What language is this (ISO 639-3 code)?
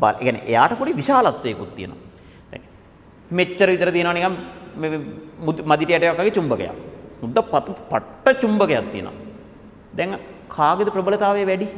sin